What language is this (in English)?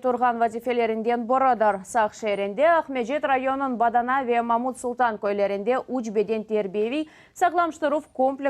Crimean Tatar